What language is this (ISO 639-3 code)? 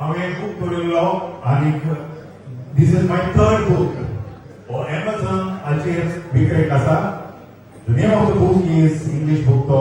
kok